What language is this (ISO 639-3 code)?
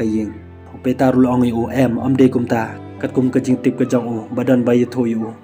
kha